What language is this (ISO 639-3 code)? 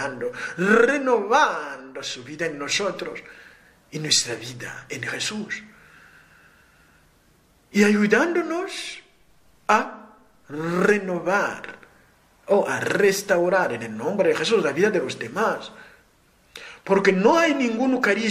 spa